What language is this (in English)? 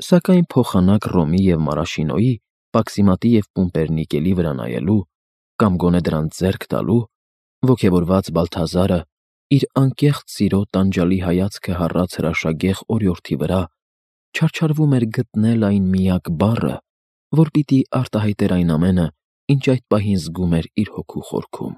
Armenian